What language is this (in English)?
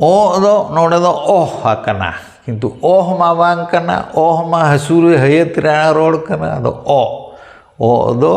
Santali